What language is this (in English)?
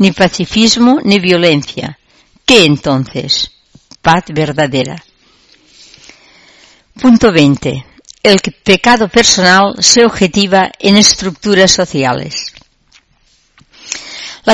Spanish